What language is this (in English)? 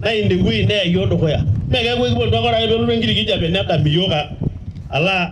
Masai